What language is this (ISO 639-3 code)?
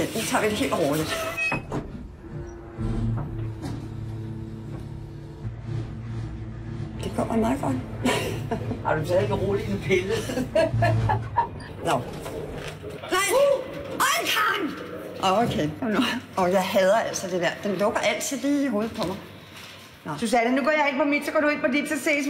dan